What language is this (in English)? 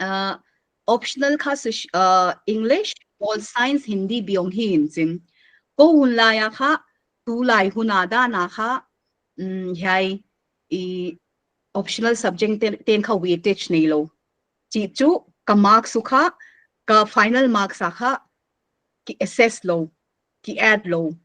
Paite Chin